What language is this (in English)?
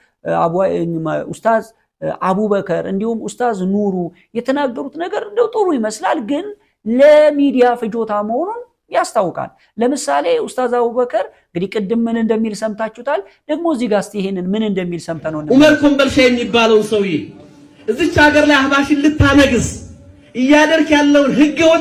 Amharic